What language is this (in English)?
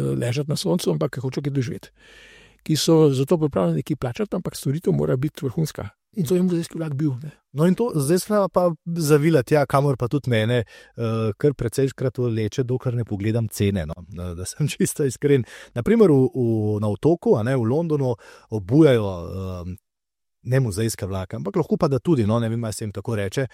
Slovenian